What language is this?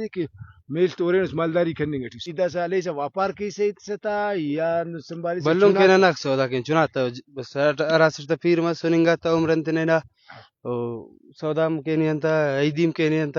Brahui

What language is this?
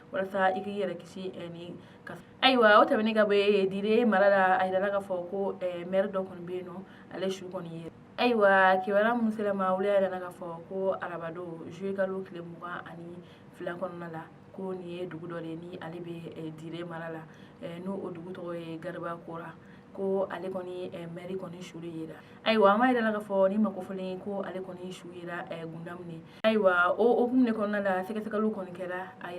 Bambara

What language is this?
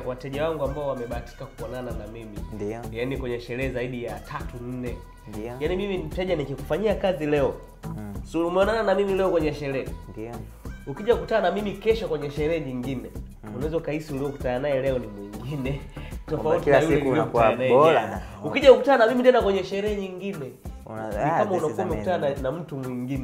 Swahili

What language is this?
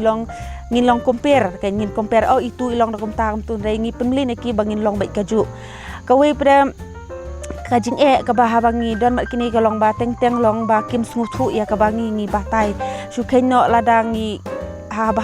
Khasi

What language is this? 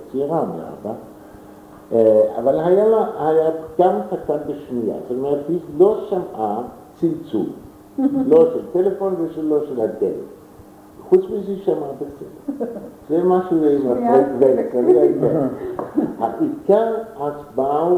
Hebrew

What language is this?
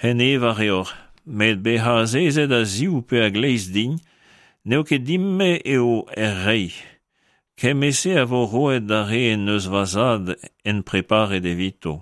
Breton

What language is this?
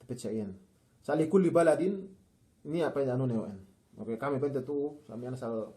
Yakan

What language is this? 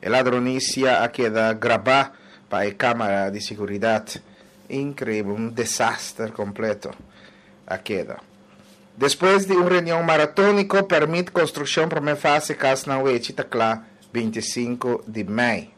Papiamento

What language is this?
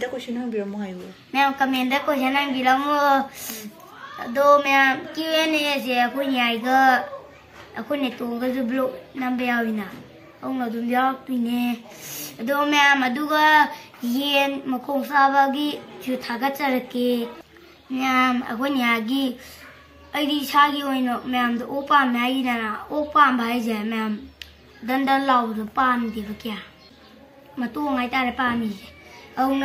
Manipuri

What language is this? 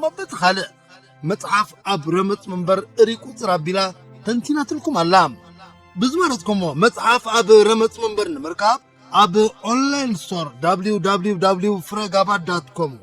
Tigrinya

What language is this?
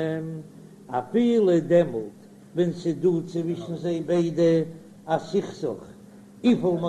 Yiddish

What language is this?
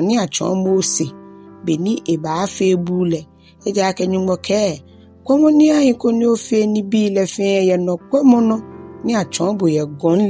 Ga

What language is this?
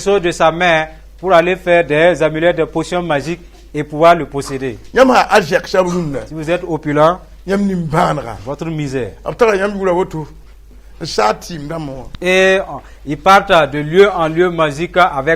Mossi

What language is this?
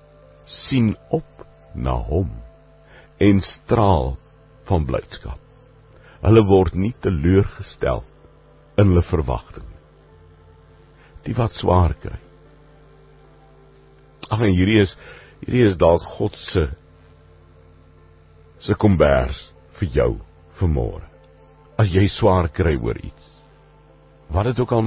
Afrikaans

